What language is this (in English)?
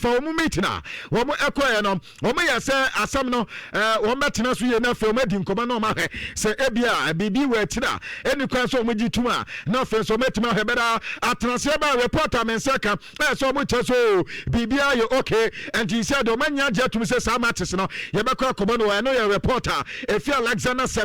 Akan